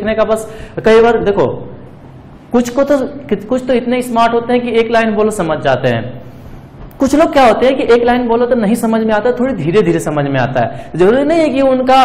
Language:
Hindi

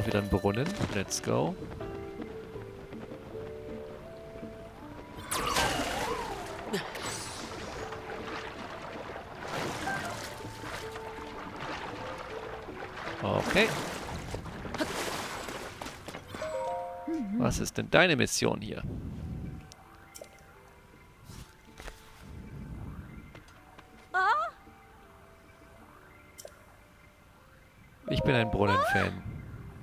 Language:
German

